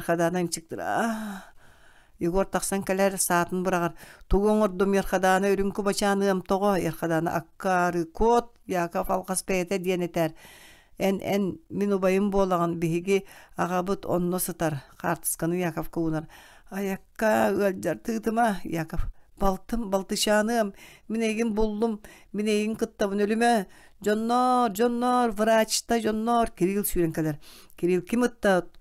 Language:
Yakut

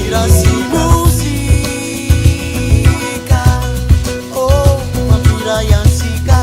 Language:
Réunion Creole French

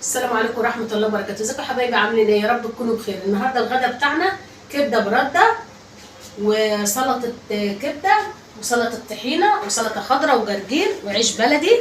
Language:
Egyptian Arabic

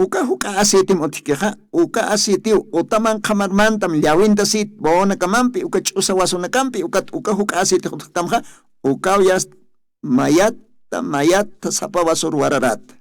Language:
Aymara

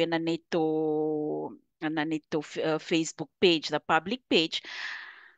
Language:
Fijian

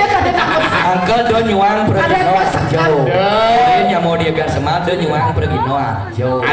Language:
Balinese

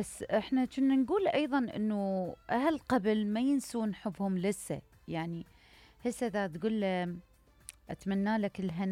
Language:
Mesopotamian Arabic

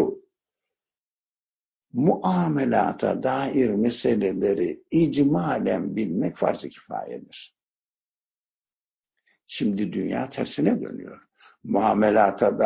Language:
Turkish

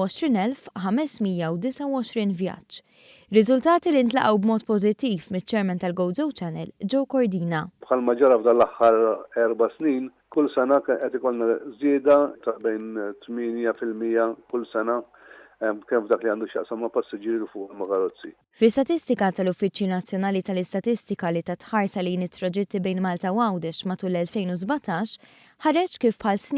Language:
Maltese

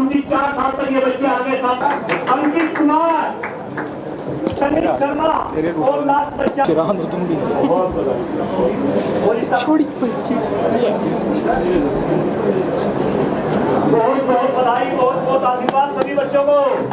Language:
Hindi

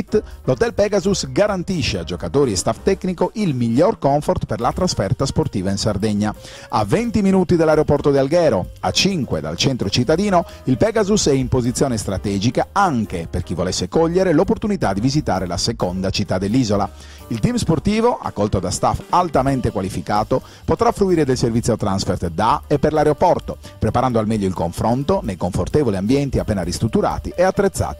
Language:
Italian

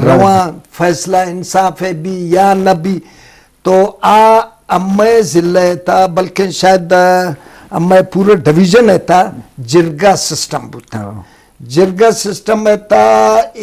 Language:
Eastern Balochi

